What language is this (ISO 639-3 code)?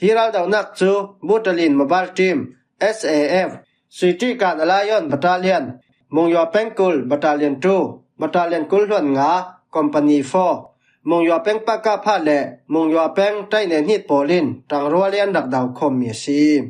cfm